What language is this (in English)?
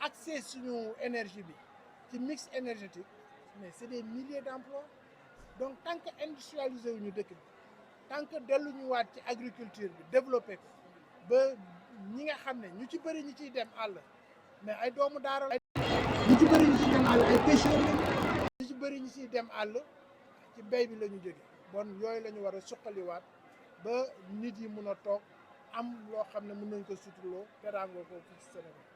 Wolof